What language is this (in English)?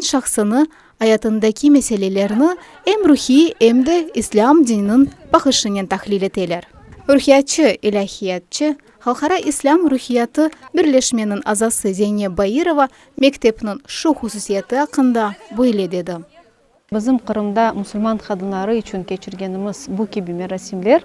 Crimean Tatar